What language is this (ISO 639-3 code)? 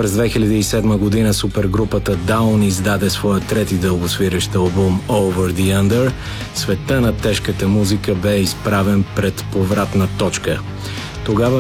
bul